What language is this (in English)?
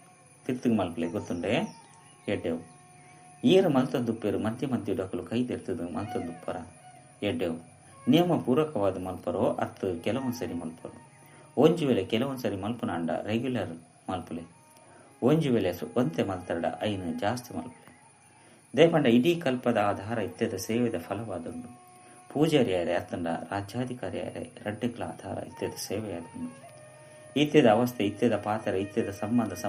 Tulu